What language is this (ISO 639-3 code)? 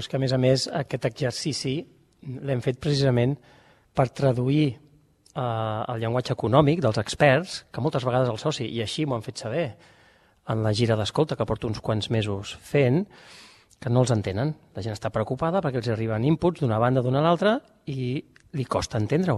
cat